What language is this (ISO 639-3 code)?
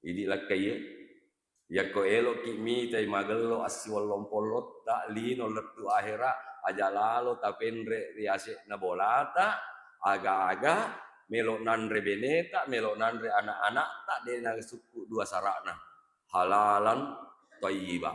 bug